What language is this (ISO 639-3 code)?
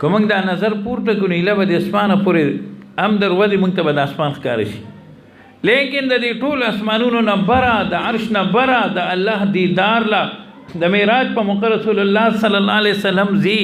pus